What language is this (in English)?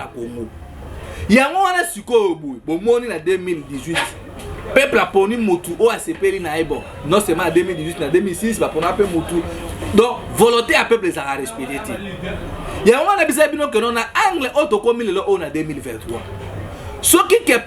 Lingala